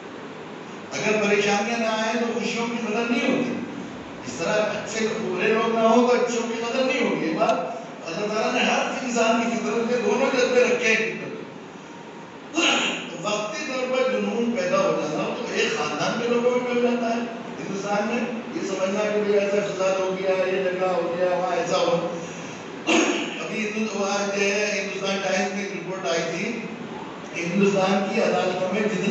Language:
Urdu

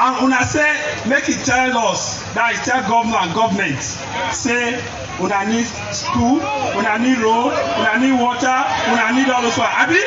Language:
Nigerian Pidgin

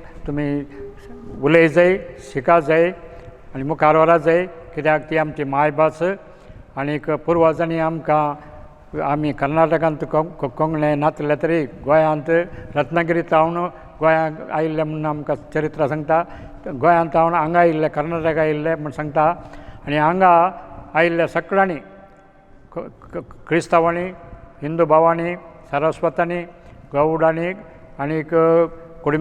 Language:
Konkani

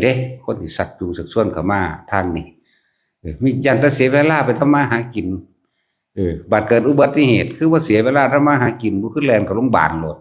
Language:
Northeastern Thai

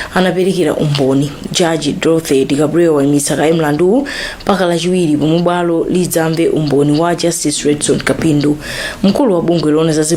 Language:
Nyanja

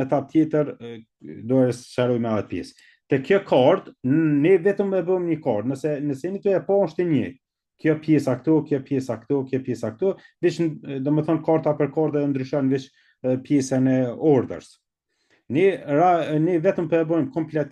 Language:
Albanian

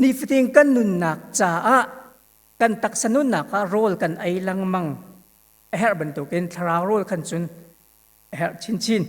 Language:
Hakha Chin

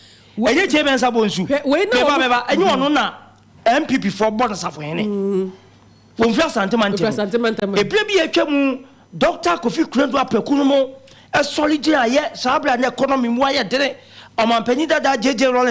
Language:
Akan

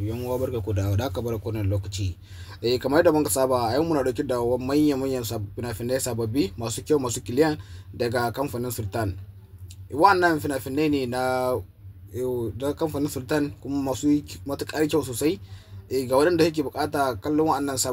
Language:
Hausa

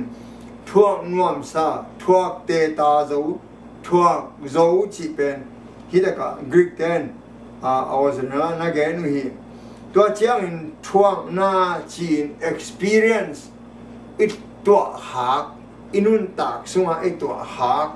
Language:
Tedim Chin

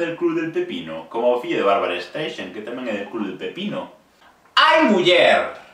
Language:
Galician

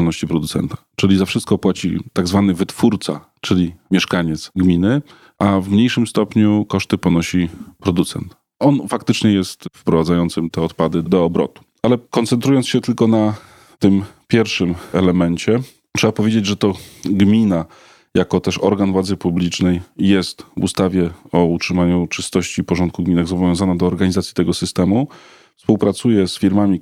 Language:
Polish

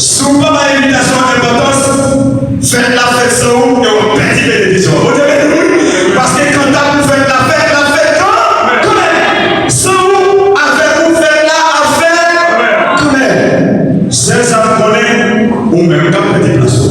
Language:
Haitian Creole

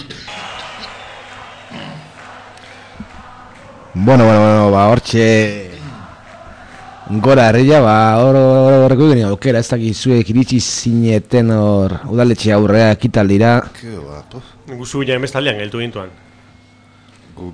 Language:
Basque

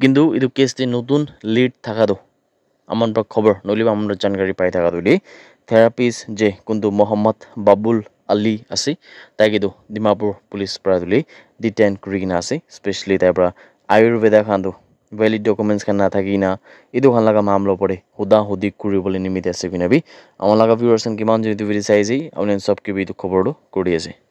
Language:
Naga Pidgin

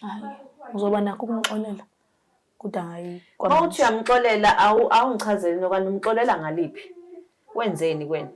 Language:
Zulu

